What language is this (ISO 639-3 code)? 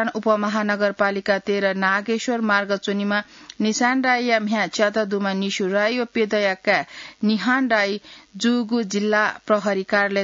new